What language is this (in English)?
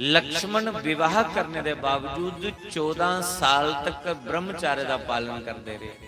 Dogri